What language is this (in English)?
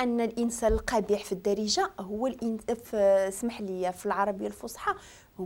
Moroccan Arabic